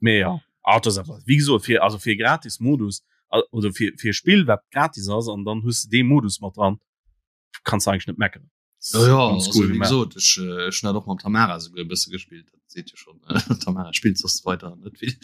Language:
Luxembourgish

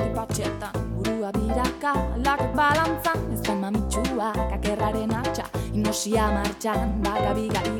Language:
Basque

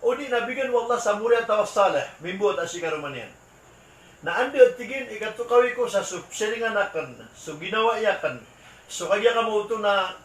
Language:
Maranao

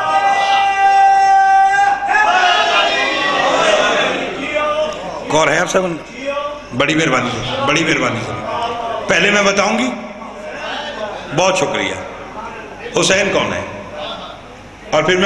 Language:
Urdu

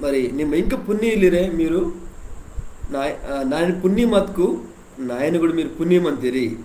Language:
Koya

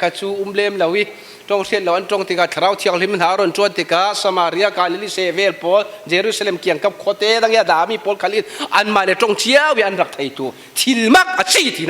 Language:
Falam Chin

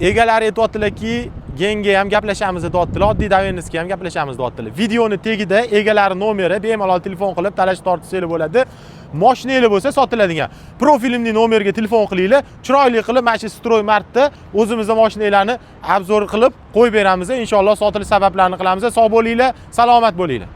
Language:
Uzbek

